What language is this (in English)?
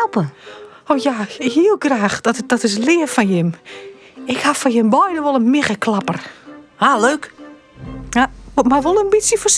Western Frisian